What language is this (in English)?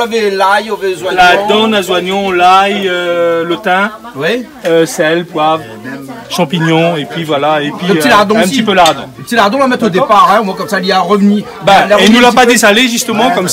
Réunion Creole French